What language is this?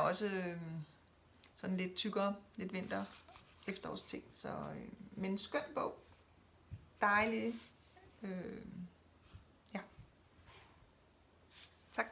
Danish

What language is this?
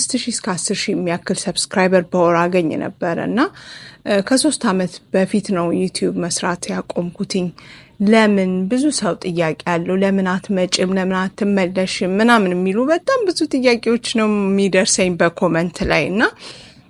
Amharic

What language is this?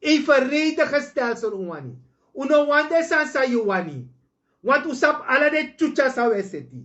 Sranan Tongo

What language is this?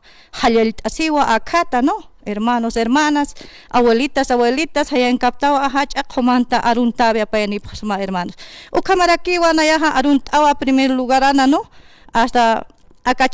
Aymara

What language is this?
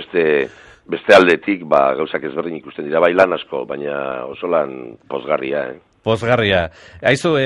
Basque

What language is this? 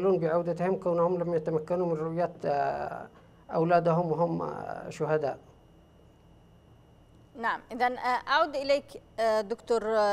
Arabic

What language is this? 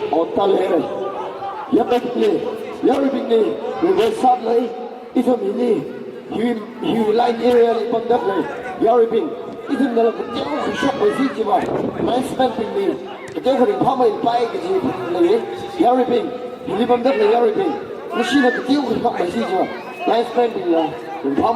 Tangkhul Naga (India)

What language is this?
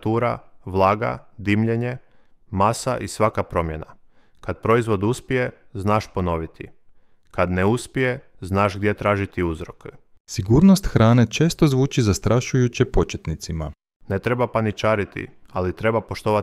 Croatian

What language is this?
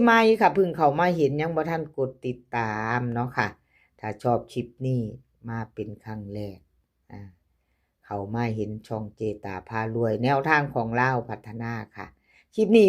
Northeastern Thai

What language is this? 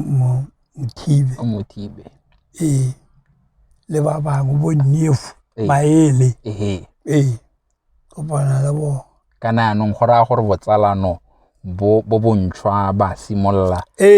Tswana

